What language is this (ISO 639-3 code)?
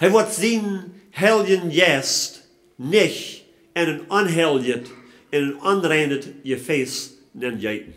pdt